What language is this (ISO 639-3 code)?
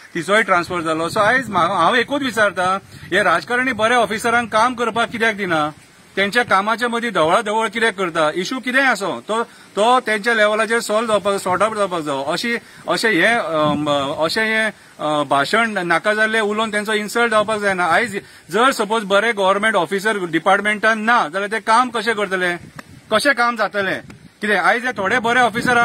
kok